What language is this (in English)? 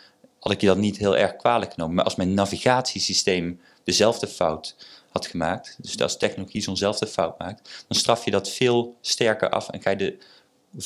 Dutch